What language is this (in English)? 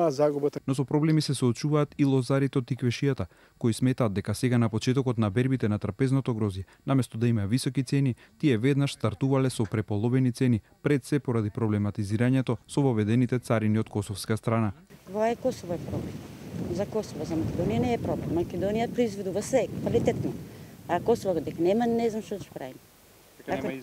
Macedonian